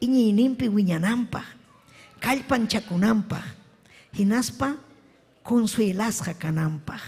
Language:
Ayacucho Quechua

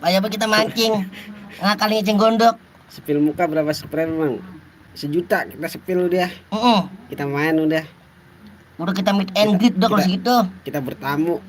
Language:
Betawi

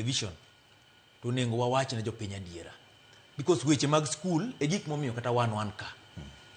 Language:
Luo (Kenya and Tanzania)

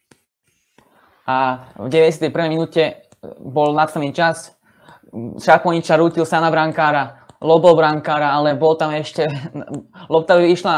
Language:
Slovak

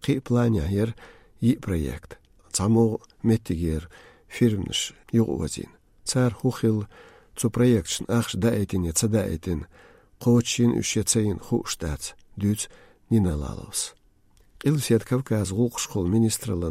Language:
Chechen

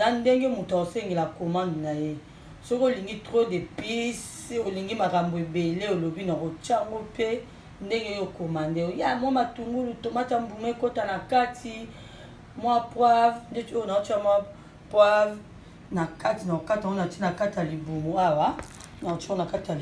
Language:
Lingala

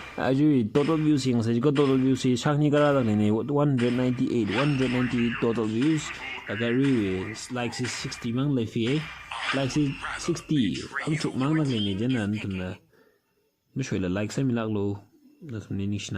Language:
Tangkhul Naga (India)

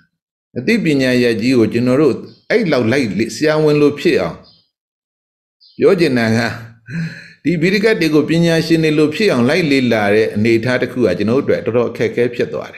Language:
Burmese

